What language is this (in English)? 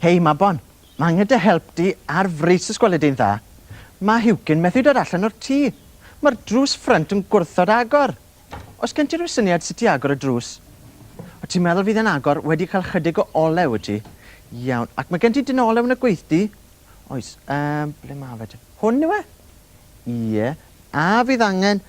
Welsh